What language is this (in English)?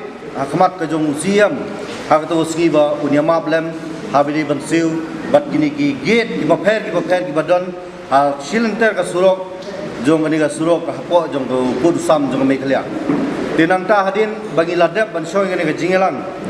Khasi